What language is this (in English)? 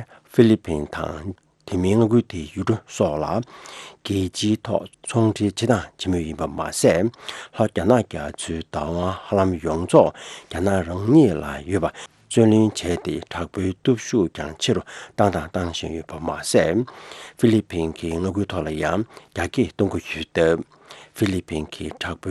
Tibetan